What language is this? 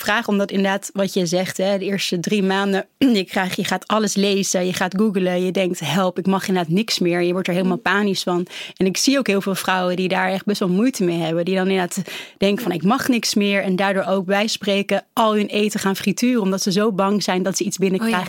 Dutch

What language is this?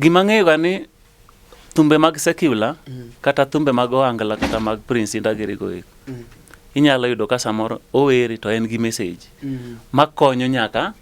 Luo (Kenya and Tanzania)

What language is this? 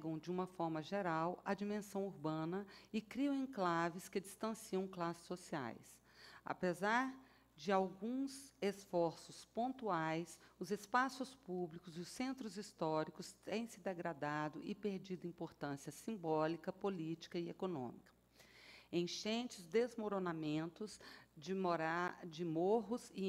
Portuguese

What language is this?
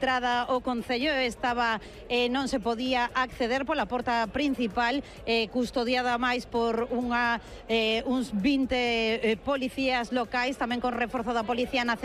Galician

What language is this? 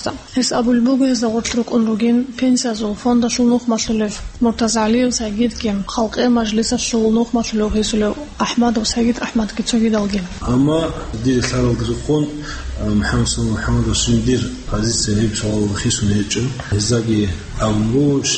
Avaric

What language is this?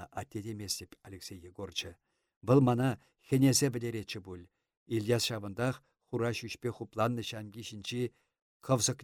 Chuvash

